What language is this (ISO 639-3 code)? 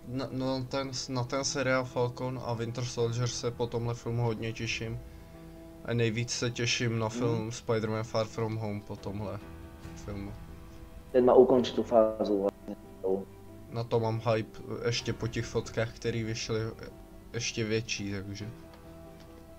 ces